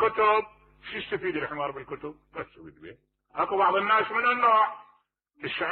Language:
Mesopotamian Arabic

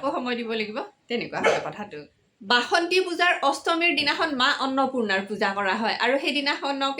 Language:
Assamese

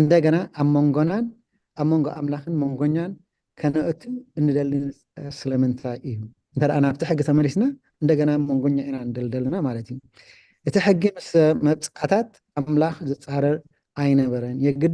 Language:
Tigrinya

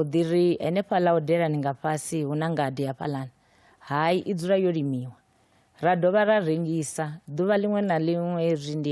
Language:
Venda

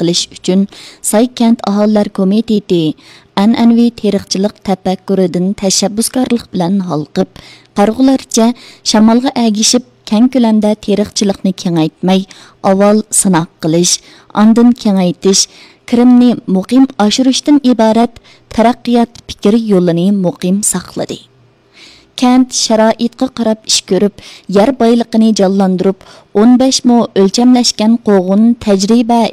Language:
Uyghur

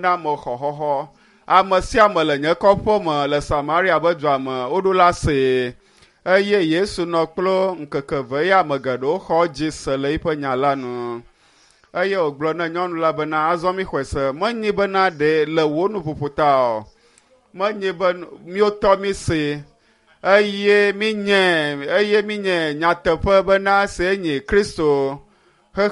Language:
Ewe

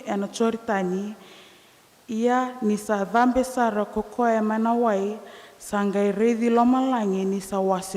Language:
Fijian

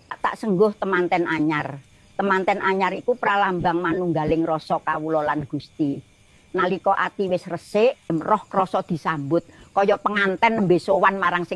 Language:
Javanese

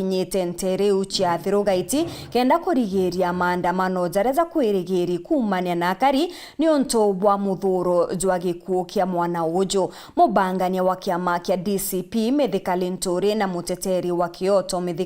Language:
Meru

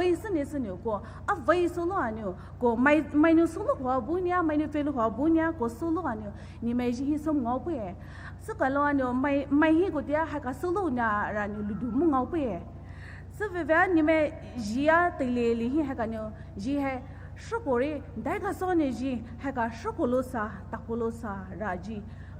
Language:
Poumei Naga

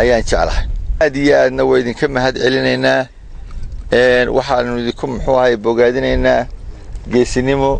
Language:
Somali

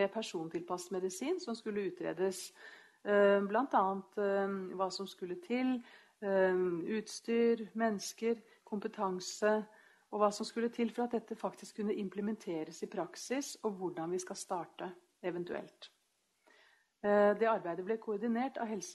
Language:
Norwegian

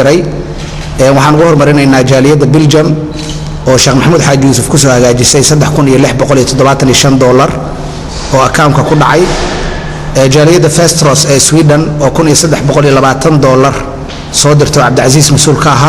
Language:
Somali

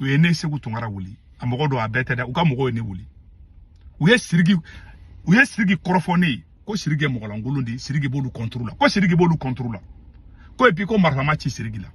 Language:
Bambara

